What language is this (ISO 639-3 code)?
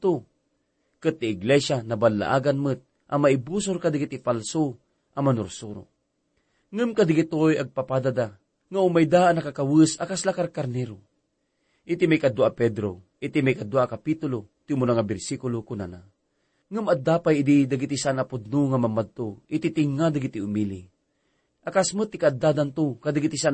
ilo